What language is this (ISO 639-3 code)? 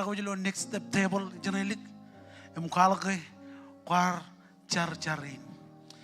mah